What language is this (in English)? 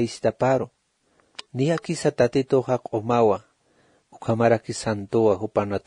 Aymara